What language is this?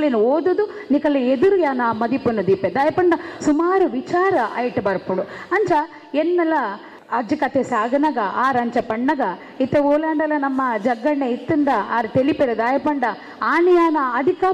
Tulu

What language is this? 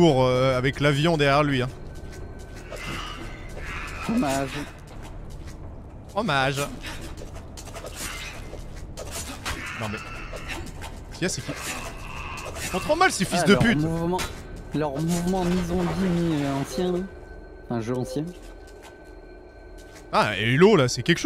French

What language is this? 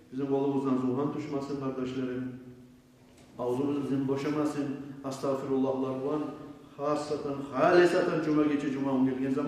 Kumyk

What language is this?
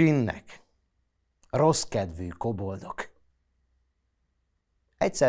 Hungarian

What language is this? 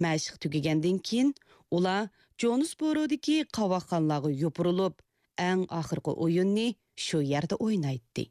Uyghur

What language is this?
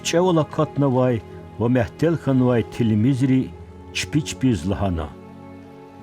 Lezghian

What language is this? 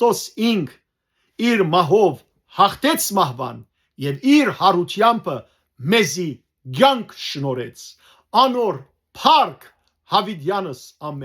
Western Armenian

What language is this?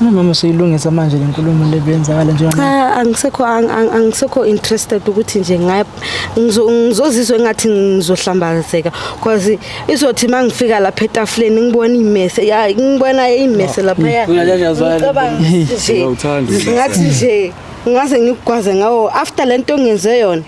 Zulu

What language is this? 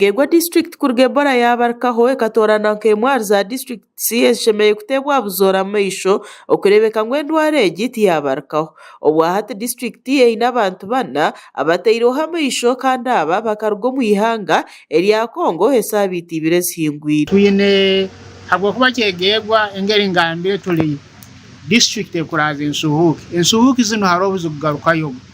Nyankole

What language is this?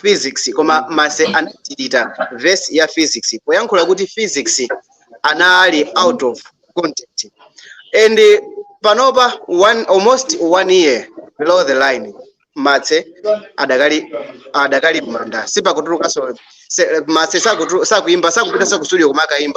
Nyanja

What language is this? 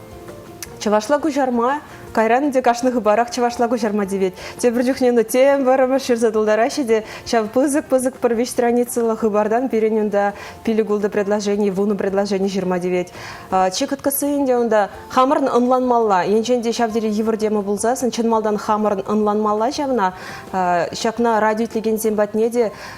Chuvash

